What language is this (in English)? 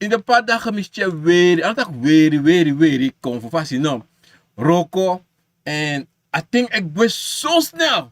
Sranan Tongo